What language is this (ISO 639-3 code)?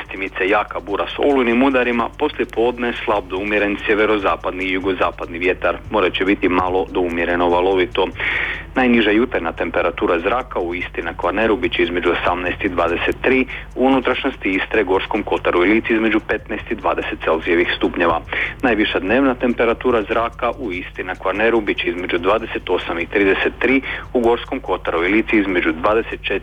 hrv